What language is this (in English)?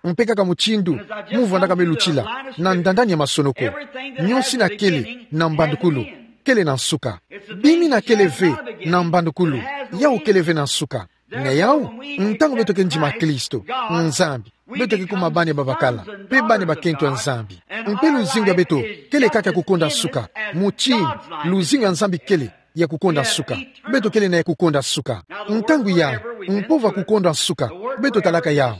Kituba (Democratic Republic of Congo)